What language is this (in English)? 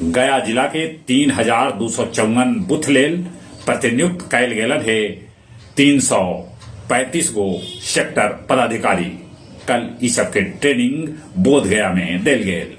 Magahi